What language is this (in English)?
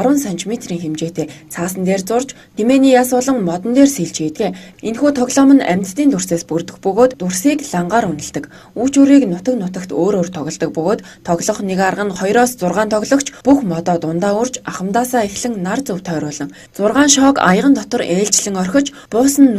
Mongolian